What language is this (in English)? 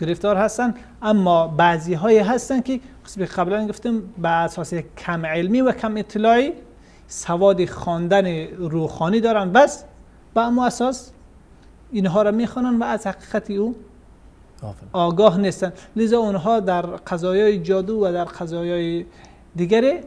Persian